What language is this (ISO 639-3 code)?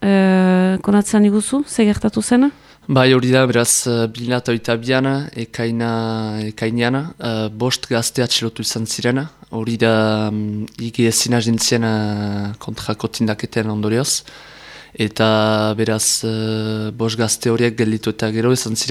eus